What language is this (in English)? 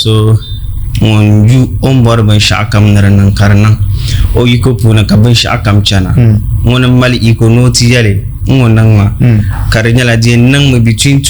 Dagbani